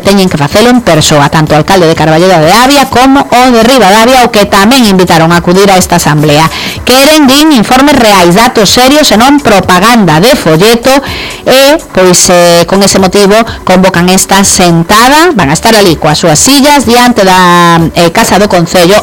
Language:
Galician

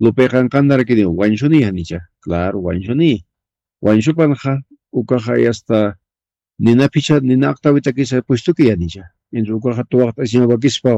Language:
Aymara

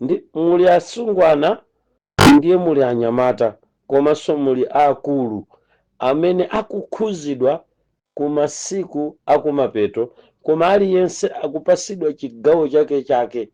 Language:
Nyanja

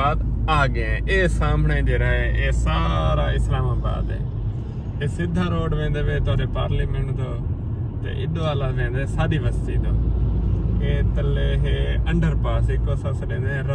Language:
Saraiki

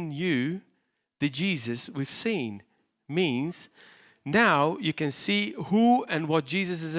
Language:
English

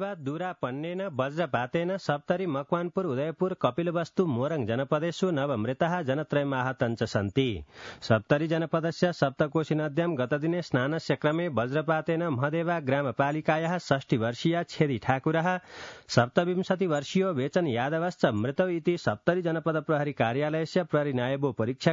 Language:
Sanskrit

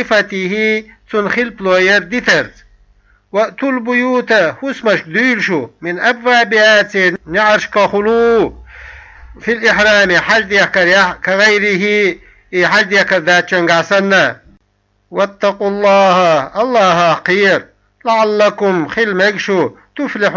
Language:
Chechen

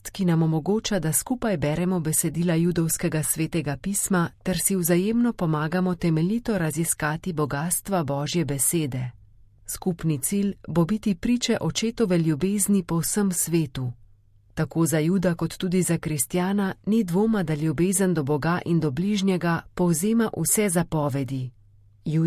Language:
Slovenian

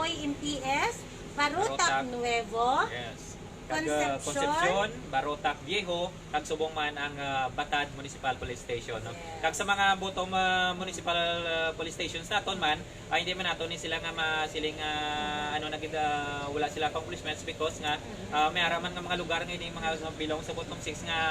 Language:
Hiligaynon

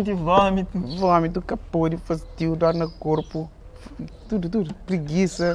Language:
Kabuverdianu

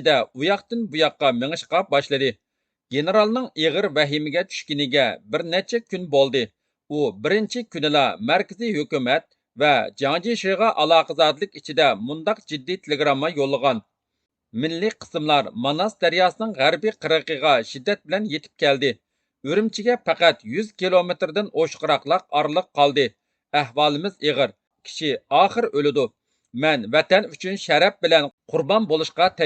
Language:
Uyghur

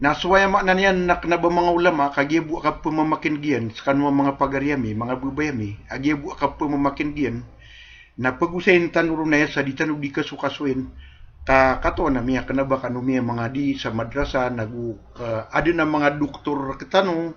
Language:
Maranao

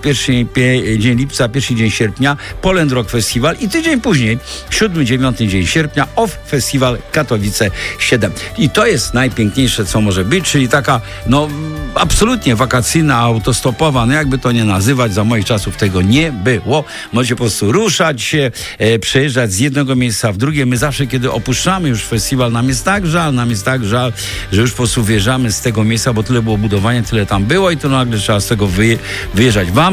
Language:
Polish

